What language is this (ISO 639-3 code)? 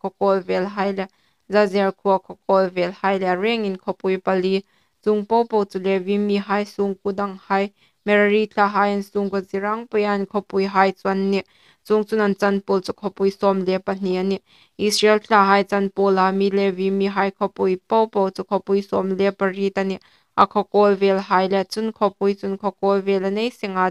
hmr